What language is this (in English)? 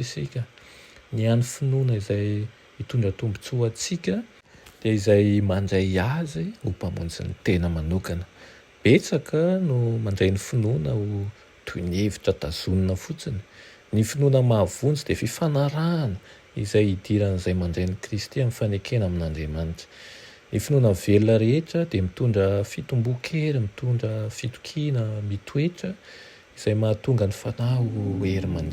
Malagasy